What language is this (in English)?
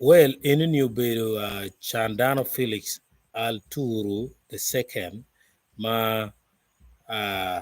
Acoli